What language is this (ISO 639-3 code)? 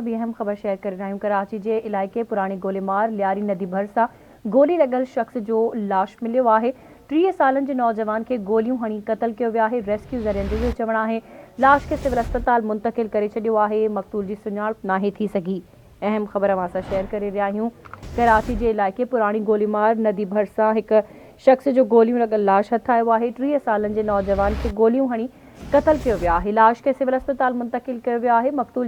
snd